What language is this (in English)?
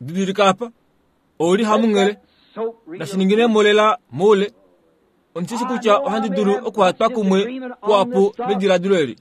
Kuanyama